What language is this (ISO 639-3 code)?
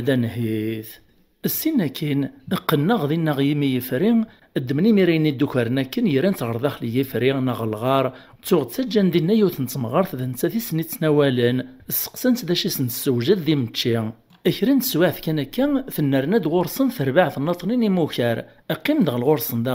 kab